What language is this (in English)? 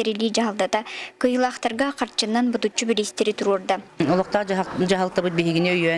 Yakut